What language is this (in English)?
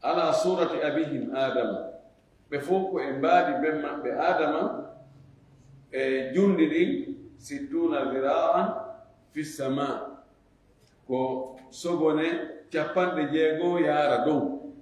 Fula